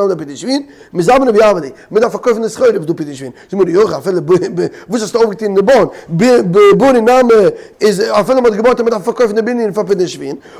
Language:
Yiddish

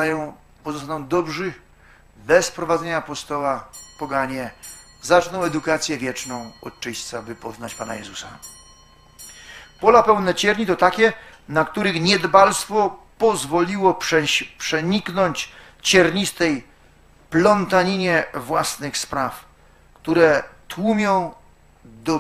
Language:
Polish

